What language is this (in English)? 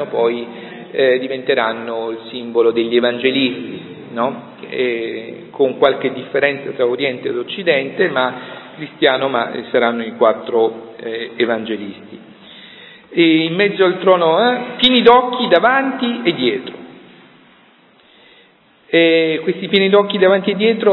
Italian